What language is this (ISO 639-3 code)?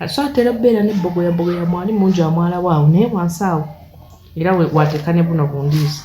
lug